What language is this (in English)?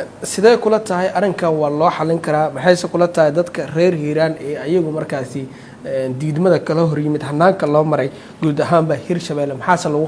Somali